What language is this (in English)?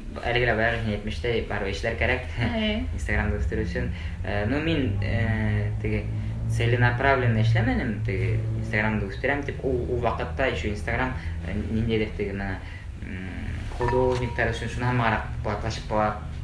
Bashkir